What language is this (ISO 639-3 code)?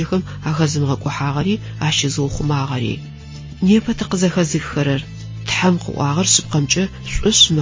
ady